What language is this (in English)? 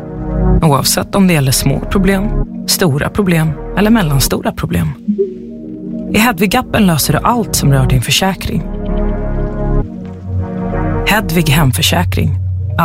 Swedish